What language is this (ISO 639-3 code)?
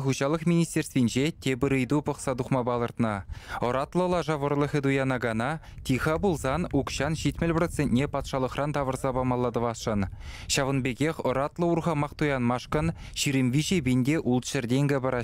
chv